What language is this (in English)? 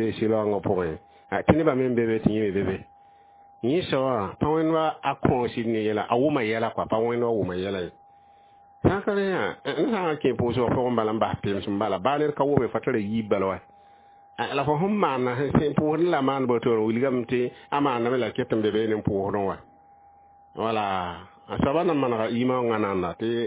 Mossi